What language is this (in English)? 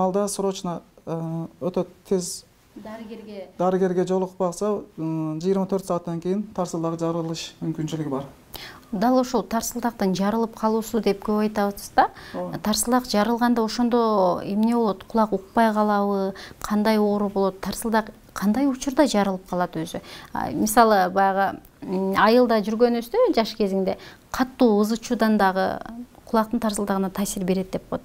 Kyrgyz